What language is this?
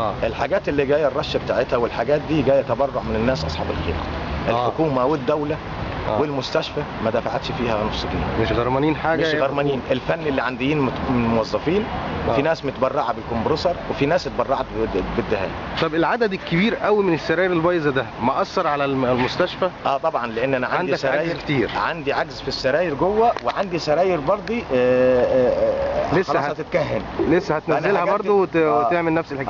Egyptian Arabic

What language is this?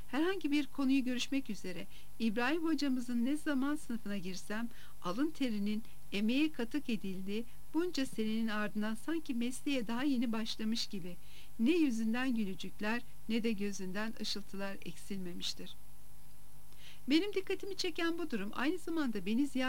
Turkish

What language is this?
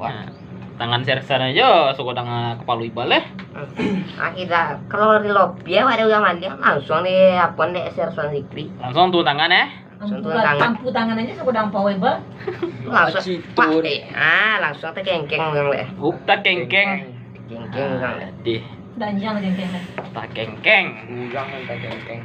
Minangkabau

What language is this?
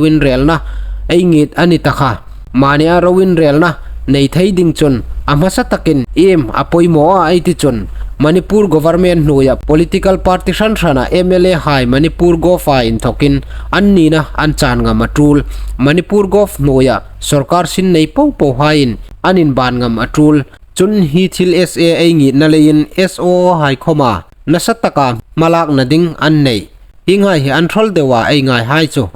Hmar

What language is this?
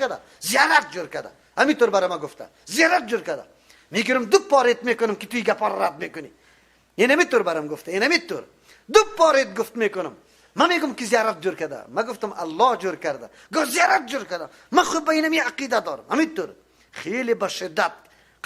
Persian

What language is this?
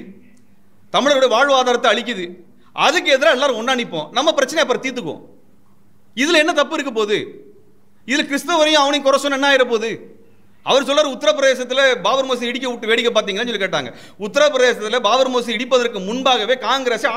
Tamil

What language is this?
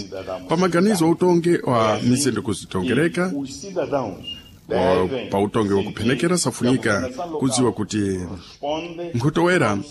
Sena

